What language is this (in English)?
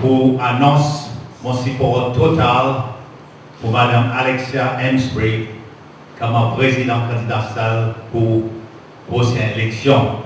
Seselwa Creole French